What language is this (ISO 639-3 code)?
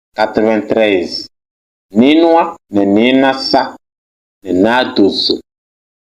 kbp